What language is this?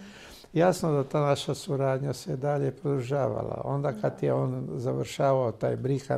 Croatian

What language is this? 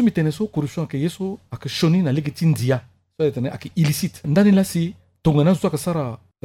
Sango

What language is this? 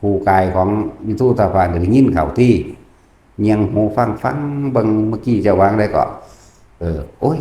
Northeastern Thai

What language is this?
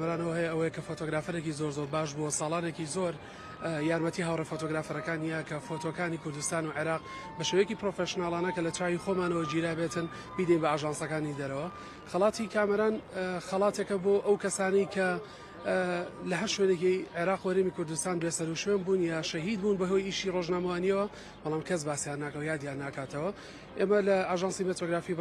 Central Kurdish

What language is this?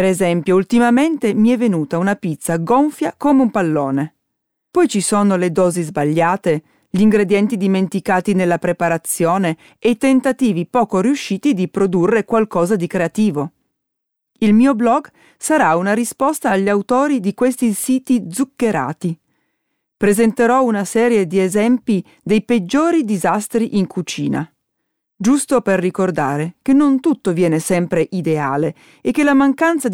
Italian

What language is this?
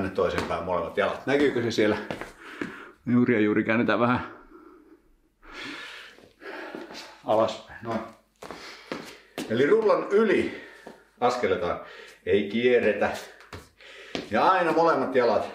Finnish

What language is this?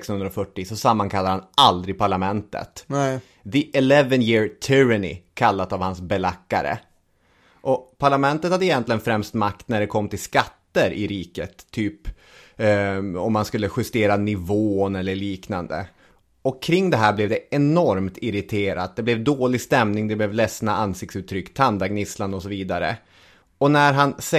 Swedish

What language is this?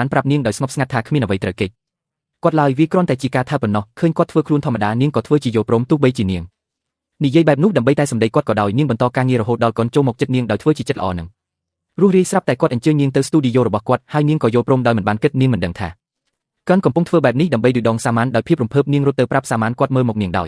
Khmer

